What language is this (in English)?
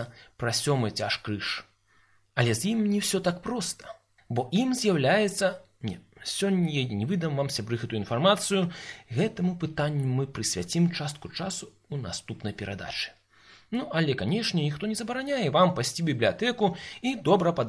Belarusian